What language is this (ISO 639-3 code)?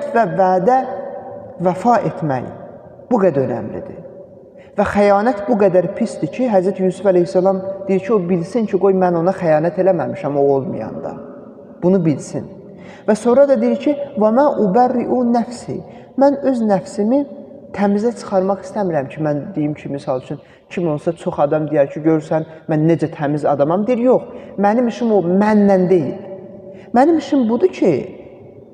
aze